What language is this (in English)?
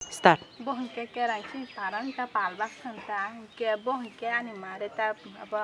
Kok Borok